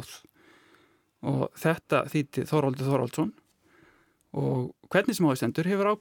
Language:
Icelandic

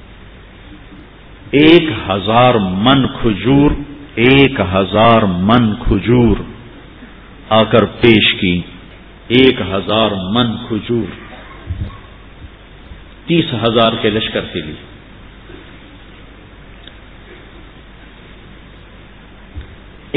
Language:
Urdu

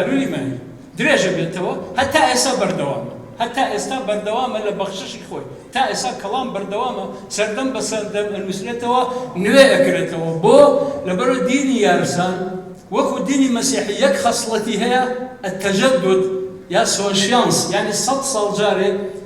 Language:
Kurdish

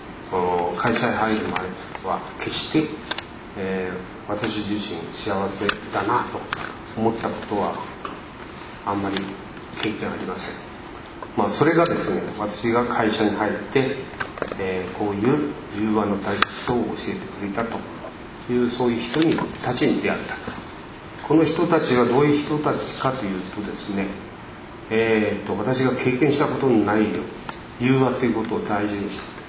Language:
Japanese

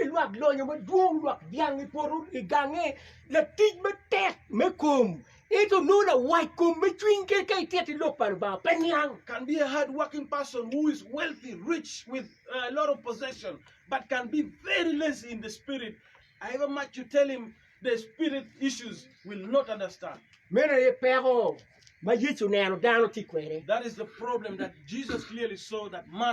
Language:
Acoli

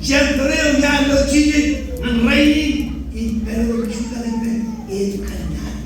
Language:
Marshallese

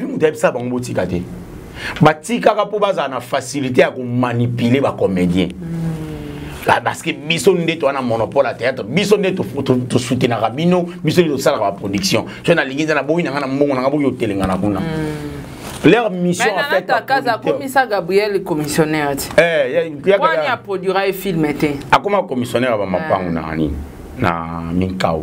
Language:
Lingala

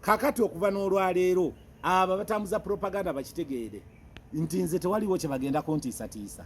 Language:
Ganda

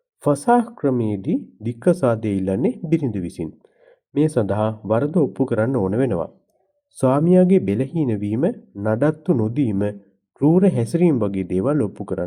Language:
Sinhala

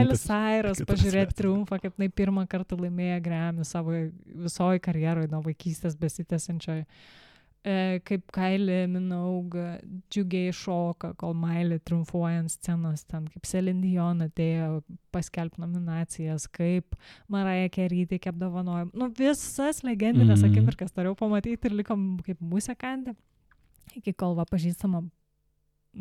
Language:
Lithuanian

